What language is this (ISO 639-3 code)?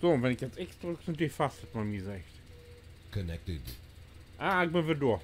nds